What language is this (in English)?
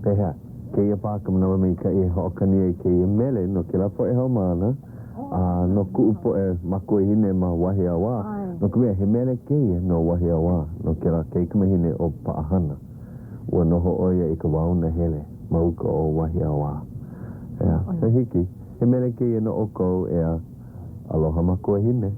Hawaiian